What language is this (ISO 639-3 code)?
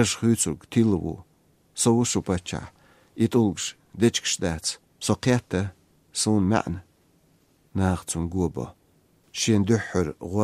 che